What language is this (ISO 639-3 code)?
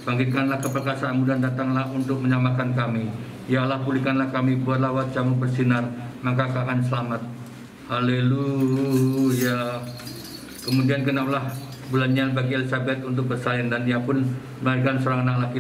ind